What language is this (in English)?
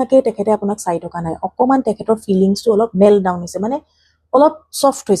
Assamese